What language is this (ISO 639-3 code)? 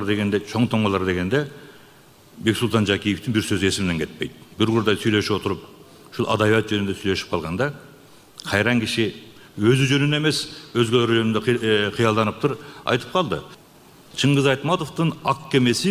kir